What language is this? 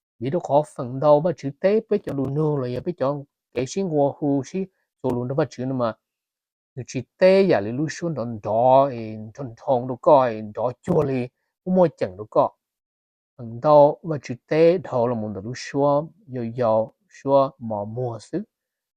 Hmong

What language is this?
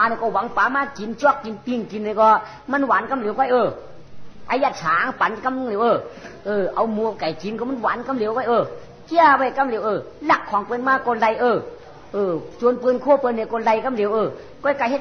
Shan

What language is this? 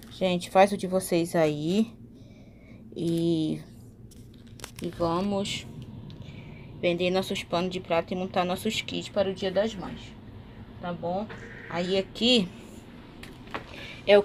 Portuguese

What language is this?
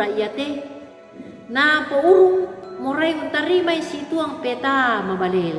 Toraja-Sa'dan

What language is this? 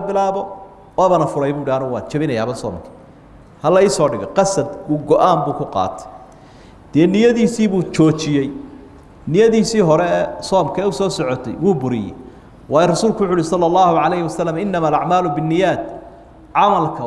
Somali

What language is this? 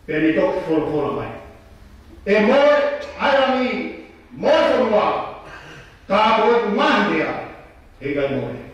Tongan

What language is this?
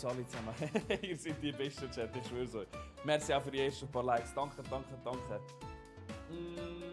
Swiss German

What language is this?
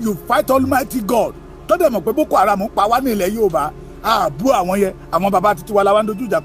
Yoruba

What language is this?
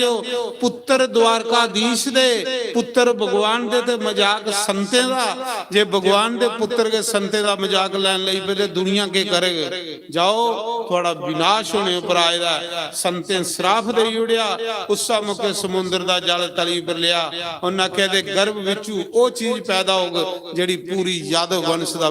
Dogri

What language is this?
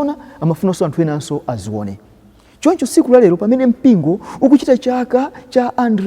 Nyanja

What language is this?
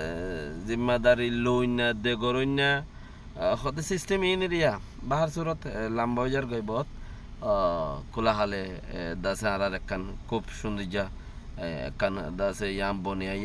Rohingya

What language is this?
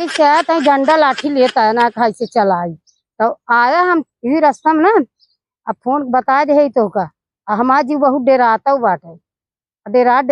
Awadhi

